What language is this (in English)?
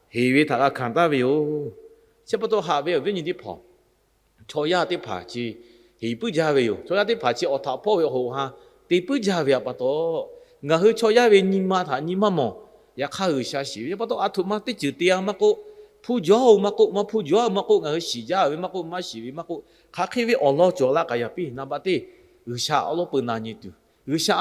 Lahu